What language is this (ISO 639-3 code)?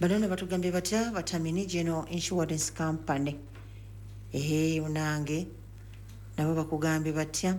lug